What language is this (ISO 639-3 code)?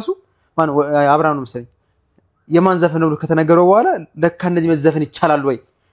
amh